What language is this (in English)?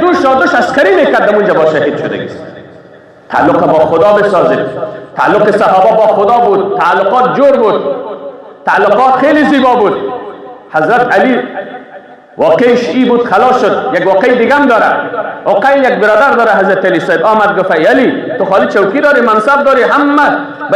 Persian